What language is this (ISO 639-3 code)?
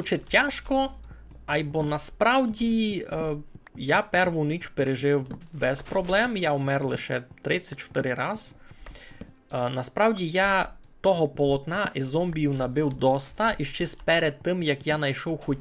rue